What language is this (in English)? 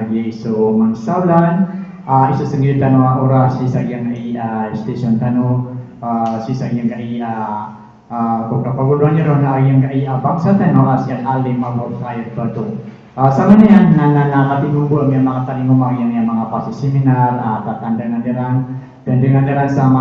Maranao